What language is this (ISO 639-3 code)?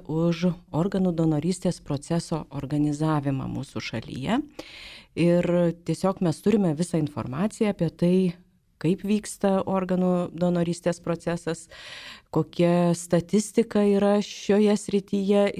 lit